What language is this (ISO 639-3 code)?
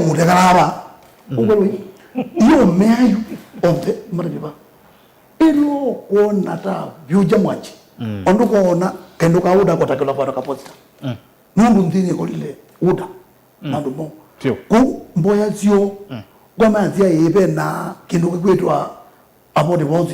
kam